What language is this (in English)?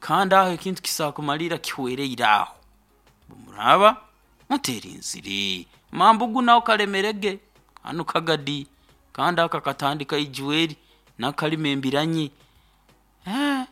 Nyoro